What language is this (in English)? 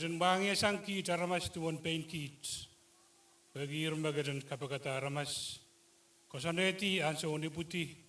Pohnpeian